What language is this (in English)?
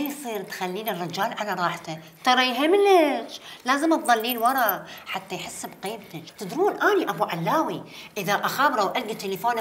Mesopotamian Arabic